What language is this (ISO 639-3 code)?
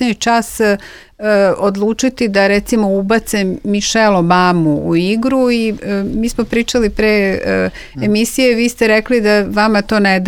srp